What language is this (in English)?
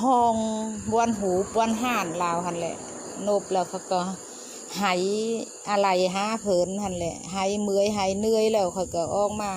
Lao